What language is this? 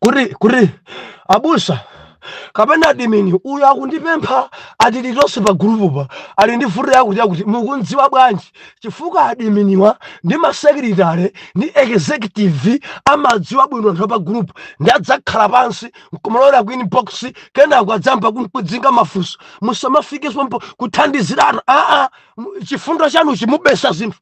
Nyanja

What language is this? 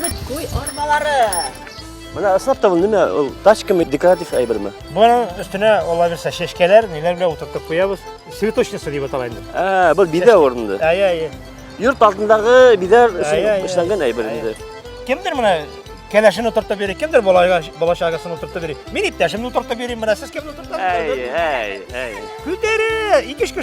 Bashkir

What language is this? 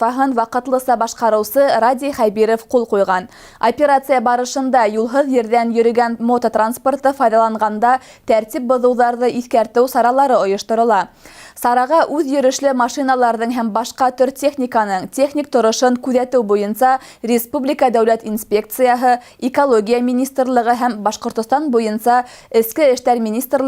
Bashkir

